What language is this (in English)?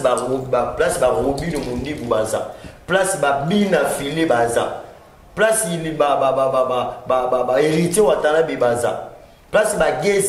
Lingala